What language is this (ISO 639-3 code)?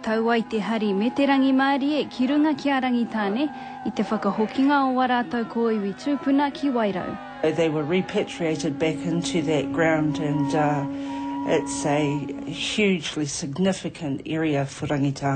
mri